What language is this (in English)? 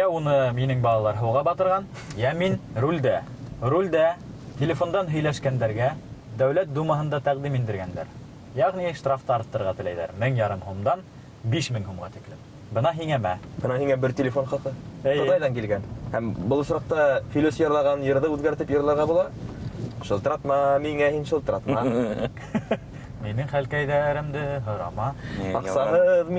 Bashkir